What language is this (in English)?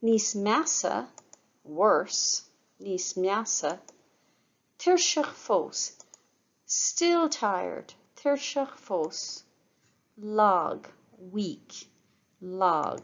Irish